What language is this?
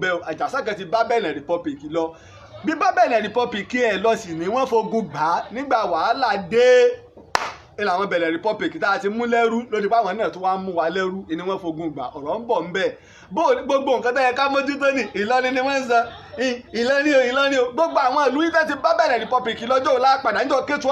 Yoruba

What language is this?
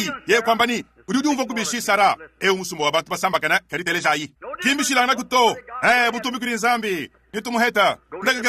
Luba-Lulua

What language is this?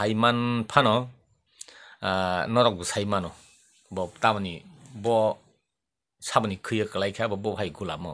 Kok Borok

